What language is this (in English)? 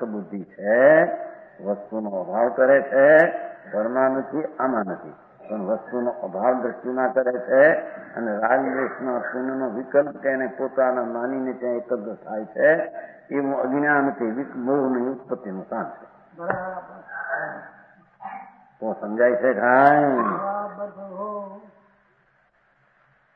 Gujarati